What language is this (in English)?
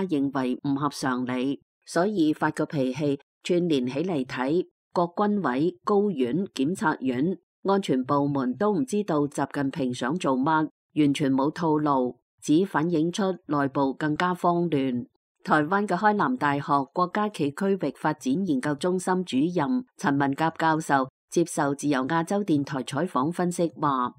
Cantonese